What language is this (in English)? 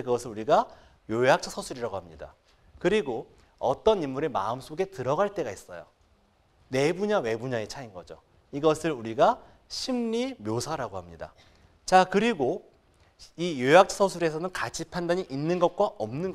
Korean